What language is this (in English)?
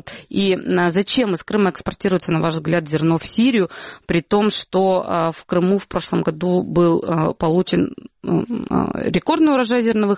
Russian